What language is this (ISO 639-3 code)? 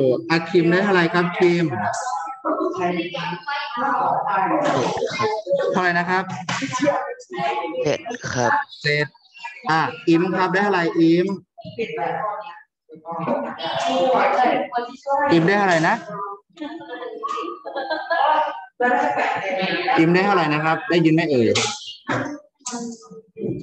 tha